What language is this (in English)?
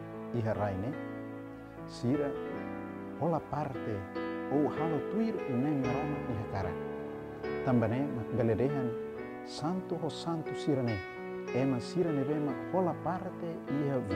Tetum